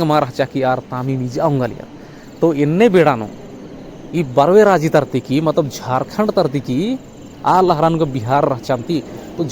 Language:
Kurukh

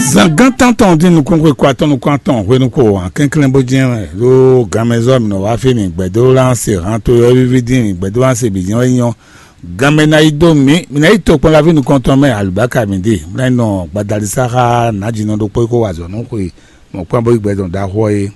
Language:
Fon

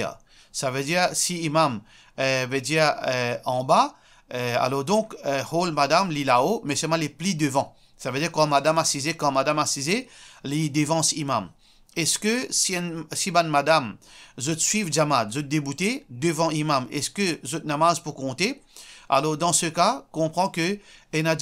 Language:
Morisyen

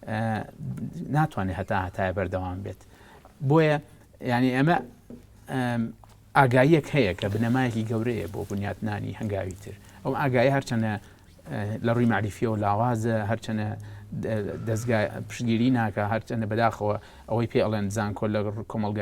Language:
Central Kurdish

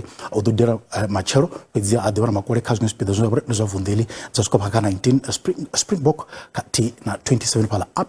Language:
Venda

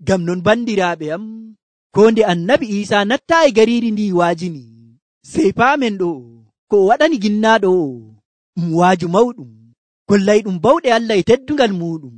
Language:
Nigerian Fulfulde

